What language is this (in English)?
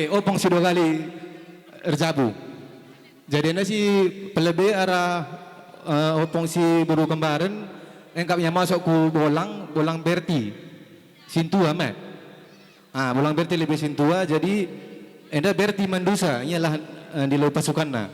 Batak Karo